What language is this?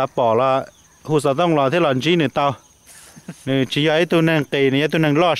Hmong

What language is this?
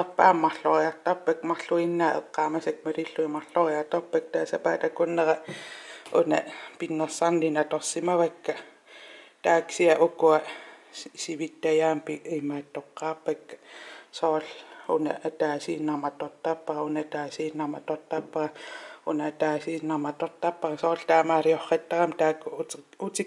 Kalaallisut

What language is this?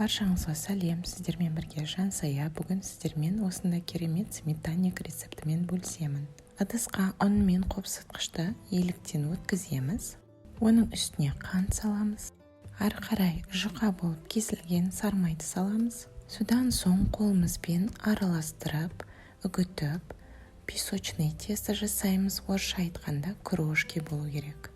Kazakh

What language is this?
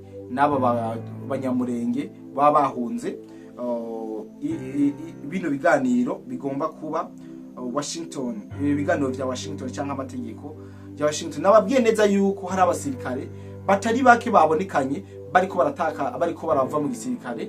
Rundi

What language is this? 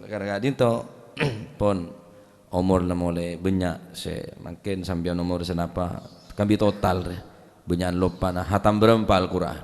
Madurese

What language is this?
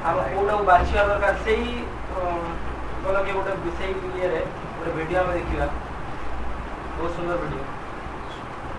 Odia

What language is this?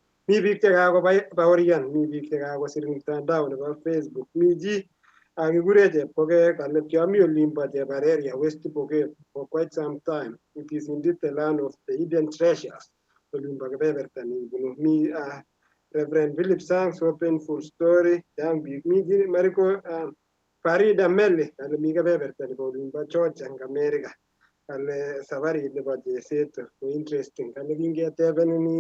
Kalenjin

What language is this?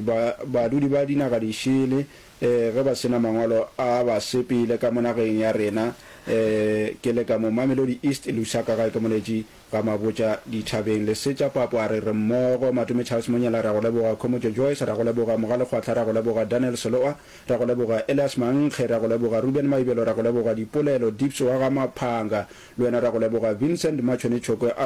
Northern Sotho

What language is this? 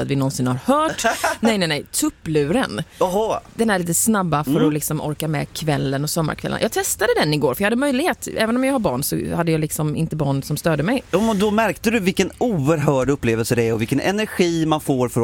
Swedish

